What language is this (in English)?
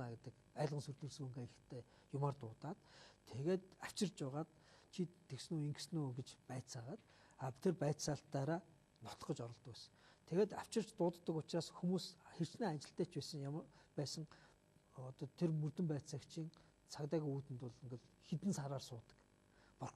Mongolian